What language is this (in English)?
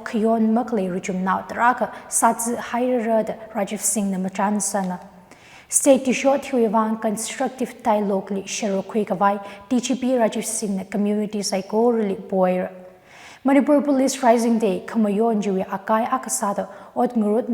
Tangkhul Naga (India)